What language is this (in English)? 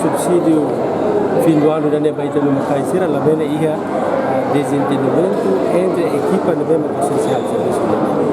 Tetum